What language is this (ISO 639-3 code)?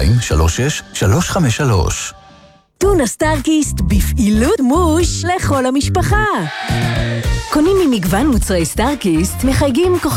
heb